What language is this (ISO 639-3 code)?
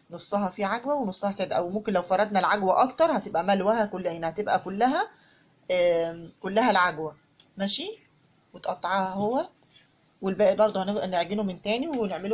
arz